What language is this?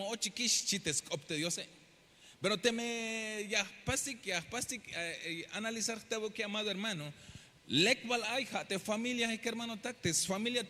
Tzeltal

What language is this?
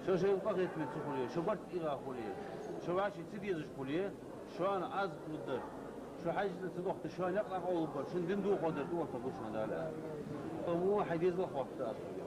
Ingush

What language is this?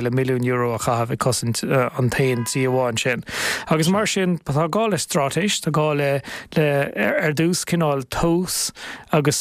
Irish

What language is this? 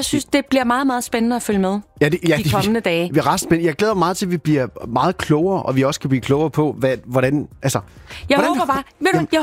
Danish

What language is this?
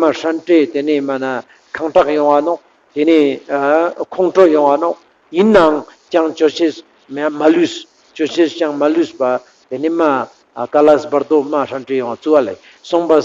Ladakhi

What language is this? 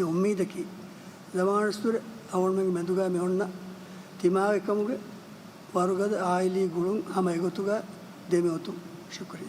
Divehi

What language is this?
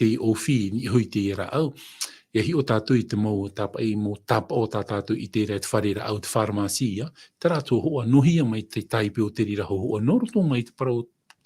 Tahitian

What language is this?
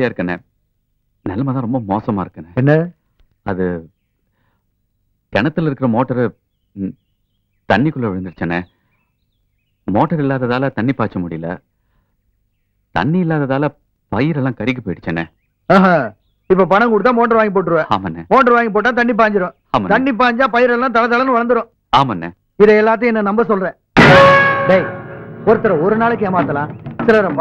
Tamil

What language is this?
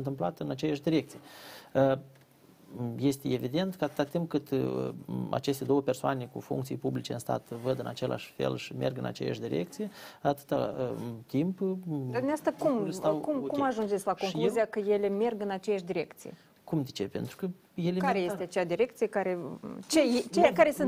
Romanian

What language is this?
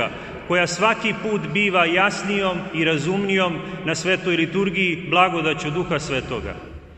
Serbian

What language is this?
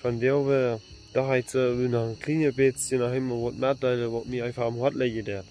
Plautdietsch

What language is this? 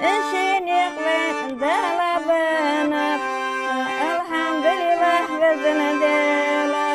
Ingush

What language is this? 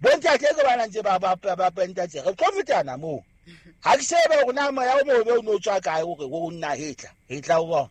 Southern Sotho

